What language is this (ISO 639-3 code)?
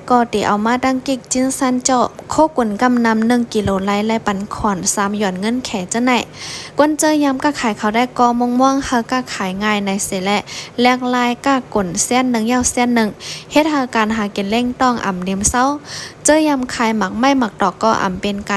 shn